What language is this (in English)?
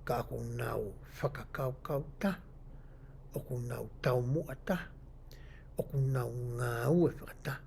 Tongan